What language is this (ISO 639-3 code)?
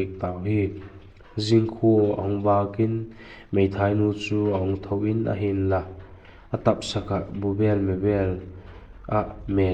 vap